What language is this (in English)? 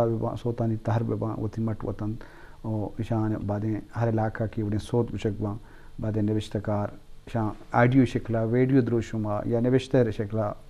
Eastern Balochi